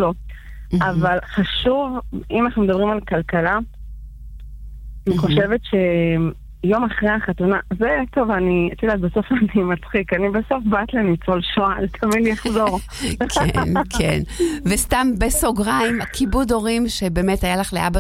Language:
Hebrew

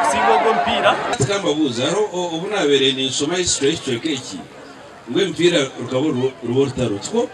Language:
Nyankole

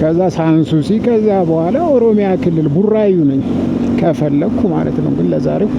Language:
Amharic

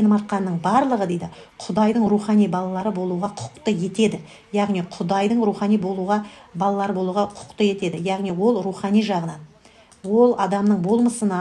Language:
Kazakh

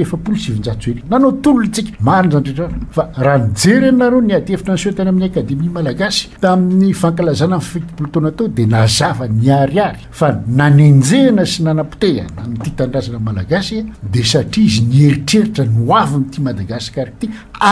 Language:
Malagasy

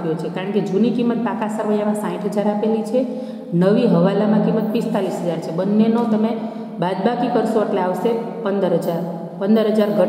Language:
Gujarati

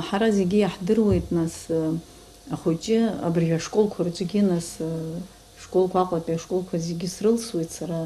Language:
Abkhazian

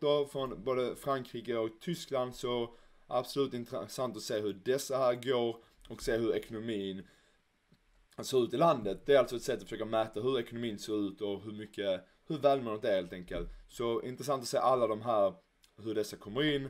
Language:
Swedish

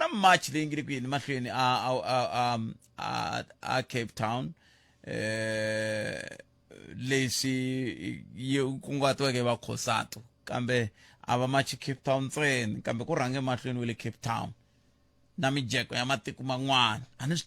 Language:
Tsonga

